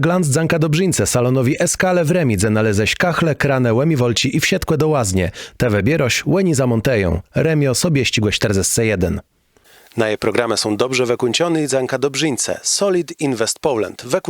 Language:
Kashubian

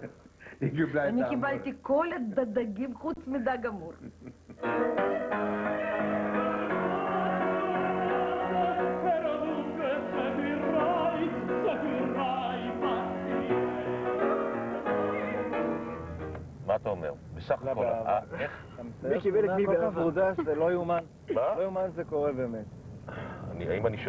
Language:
Hebrew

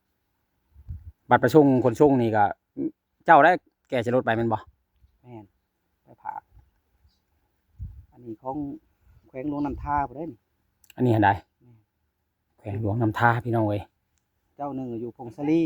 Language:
Lao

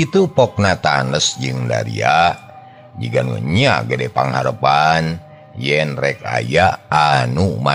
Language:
Sundanese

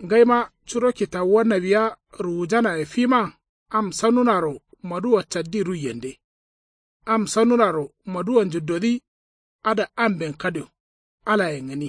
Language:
Kanuri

